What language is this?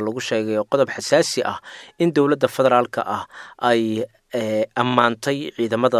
Somali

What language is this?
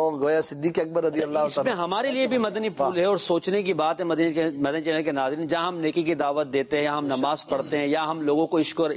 Urdu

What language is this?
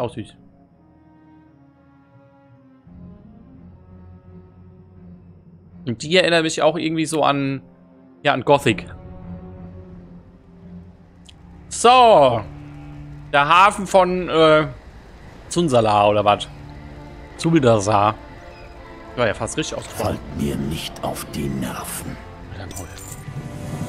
German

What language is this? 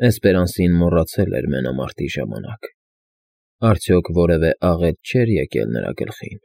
Armenian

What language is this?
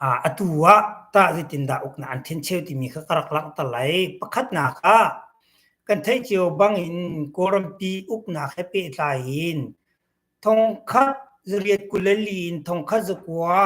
Hakha Chin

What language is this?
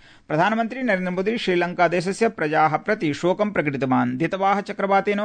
Sanskrit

